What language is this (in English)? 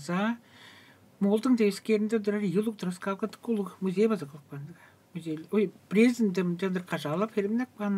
Tuvinian